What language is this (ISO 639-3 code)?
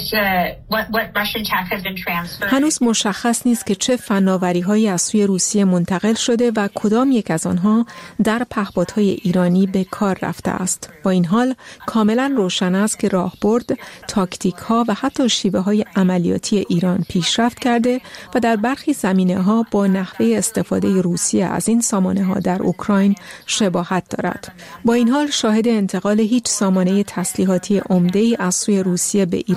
fas